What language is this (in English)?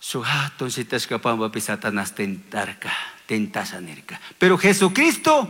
Chimborazo Highland Quichua